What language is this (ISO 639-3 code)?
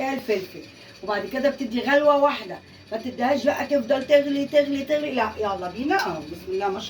arz